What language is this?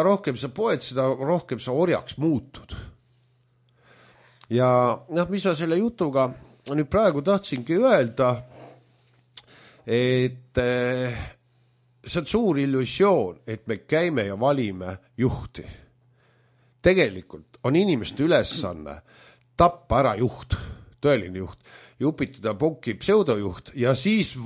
Estonian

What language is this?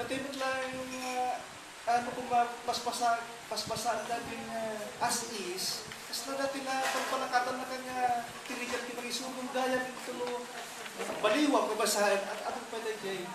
Iloko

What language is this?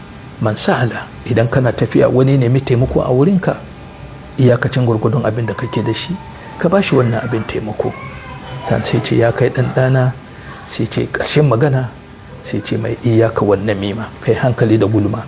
Hausa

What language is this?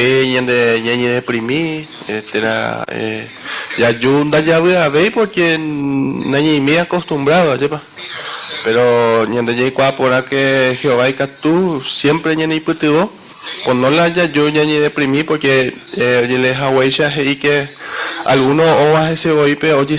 Guarani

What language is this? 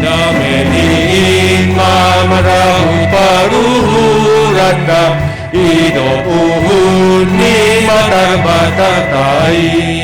Batak Simalungun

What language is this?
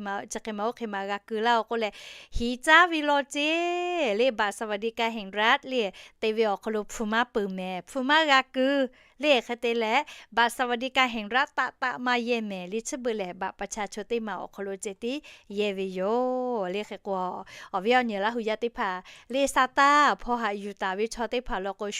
Lahu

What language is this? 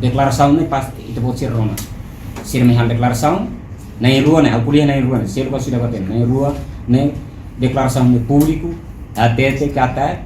Tetum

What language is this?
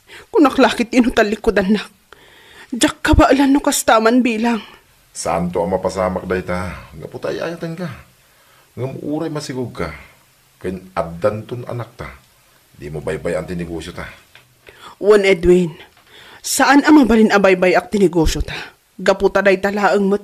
Iloko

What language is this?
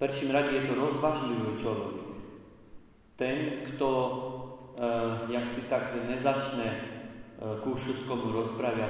Slovak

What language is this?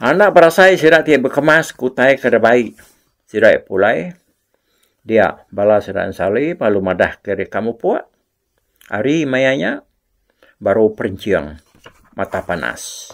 Iban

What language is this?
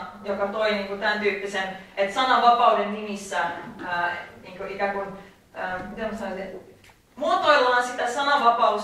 Finnish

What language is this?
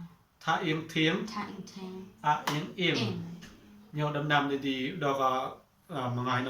Mon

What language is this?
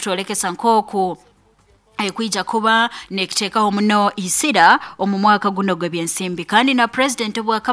Nyoro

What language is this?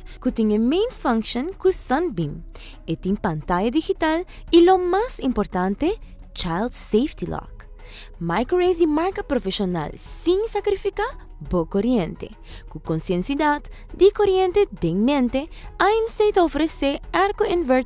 Papiamento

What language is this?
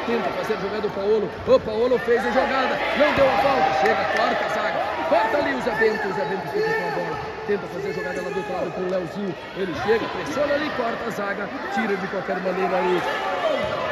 Portuguese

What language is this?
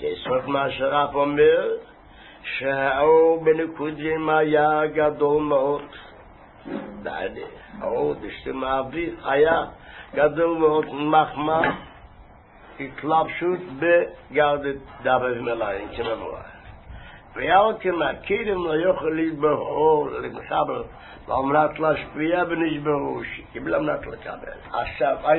Hebrew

